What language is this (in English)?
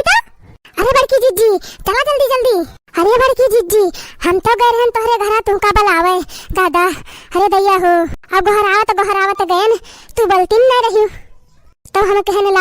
Awadhi